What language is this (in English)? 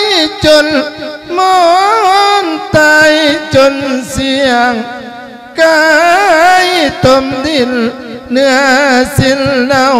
Lao